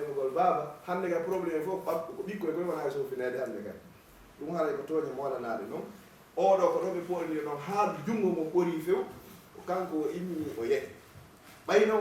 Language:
Fula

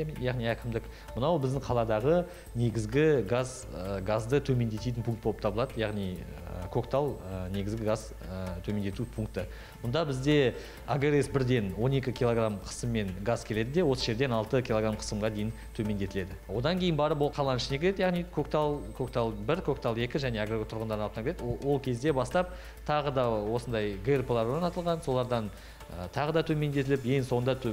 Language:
Kazakh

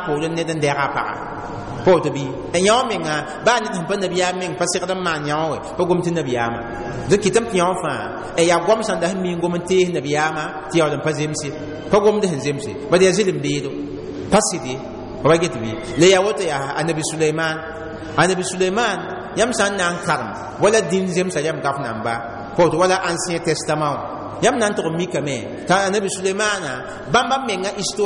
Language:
Mossi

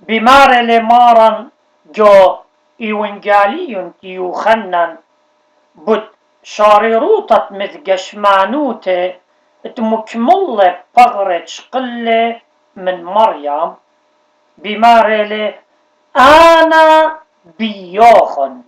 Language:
Assyrian Neo-Aramaic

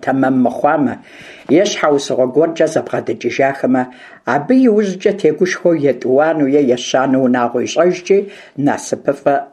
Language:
Kabardian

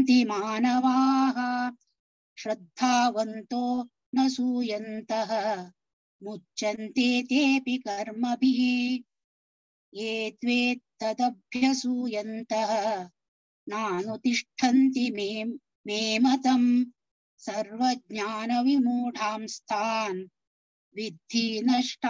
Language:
Sanskrit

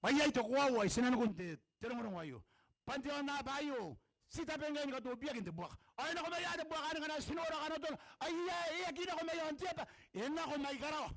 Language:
Gilbertese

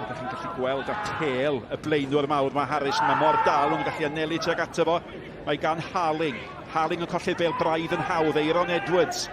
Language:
Welsh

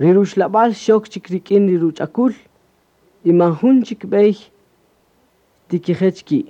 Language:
Kaqchikel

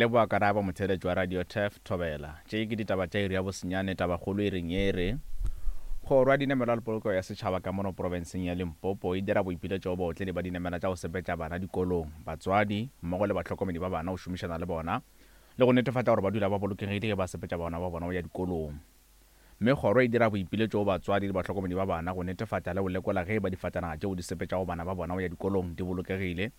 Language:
Northern Sotho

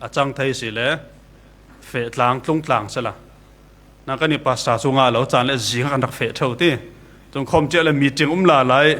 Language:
Falam Chin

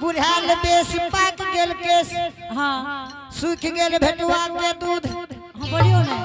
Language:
Angika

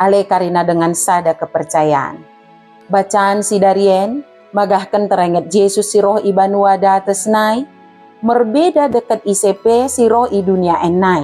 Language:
Batak Dairi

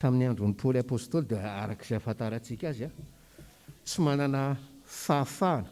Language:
Malagasy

